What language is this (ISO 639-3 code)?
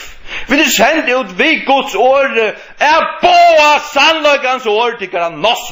fao